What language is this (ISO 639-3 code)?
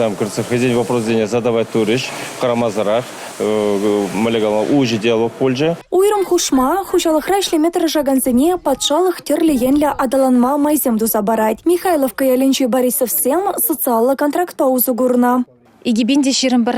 chv